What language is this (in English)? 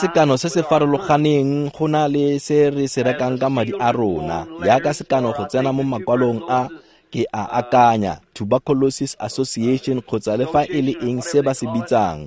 Tswana